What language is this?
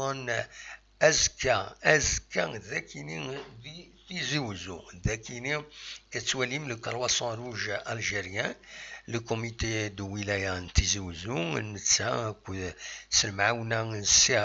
Kabyle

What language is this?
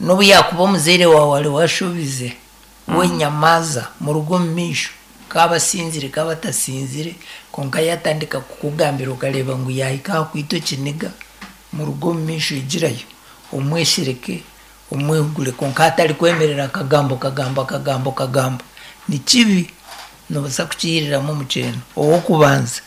Nyankole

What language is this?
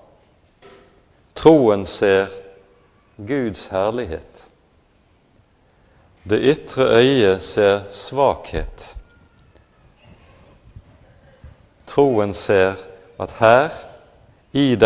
Norwegian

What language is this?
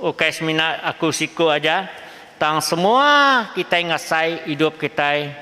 Iban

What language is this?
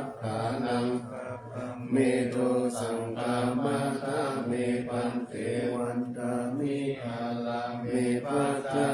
Pali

